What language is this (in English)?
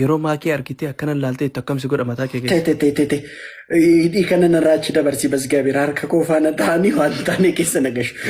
Oromo